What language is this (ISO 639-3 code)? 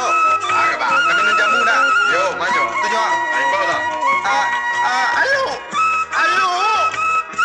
min